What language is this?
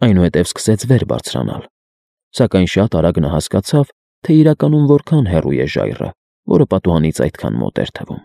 Armenian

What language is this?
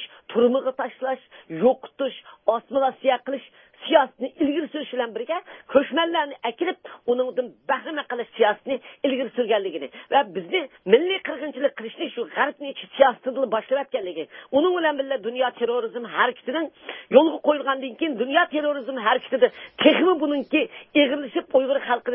Uyghur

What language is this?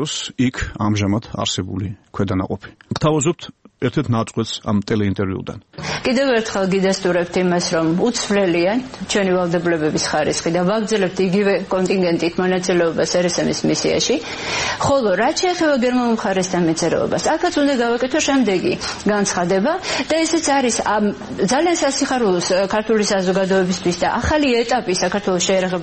Georgian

